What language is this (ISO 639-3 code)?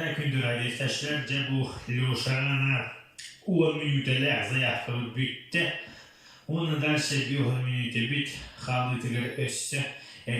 sah